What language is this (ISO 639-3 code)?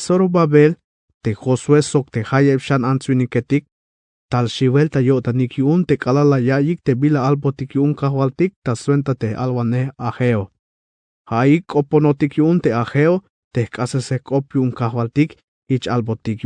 tzh